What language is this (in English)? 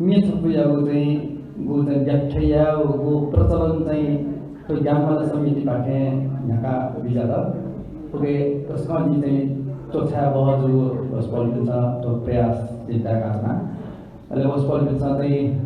Newari